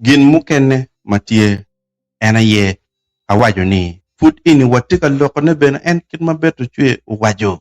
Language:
Acoli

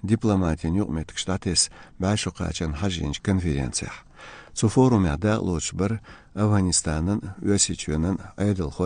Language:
Chechen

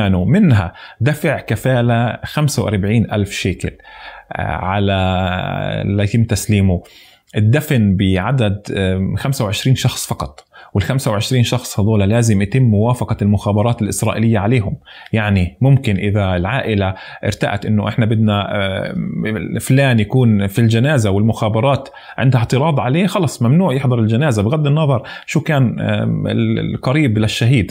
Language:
North Levantine Arabic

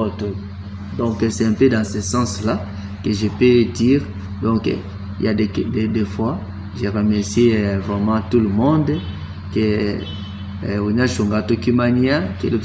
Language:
Tetela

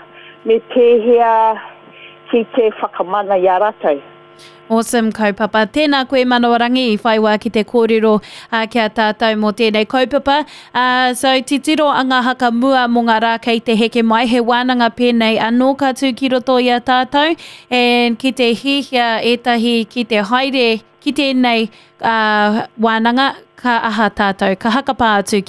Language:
Māori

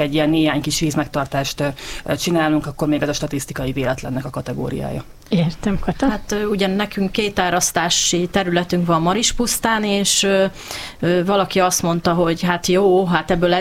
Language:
Hungarian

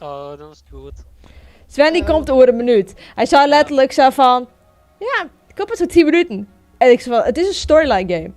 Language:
Western Frisian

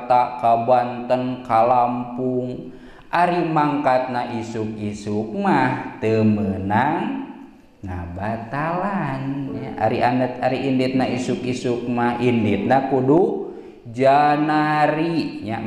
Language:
Sundanese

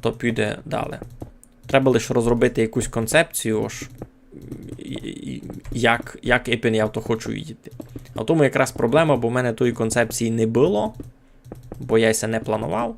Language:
Rusyn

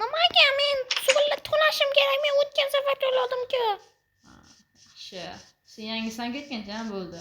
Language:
Uzbek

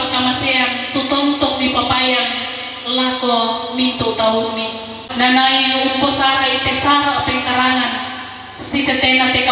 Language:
Toraja-Sa'dan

